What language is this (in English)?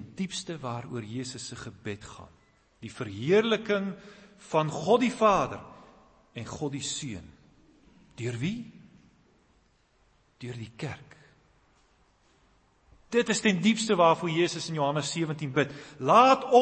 Afrikaans